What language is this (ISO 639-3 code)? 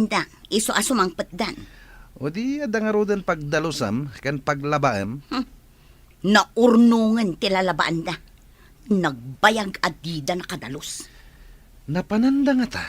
ilo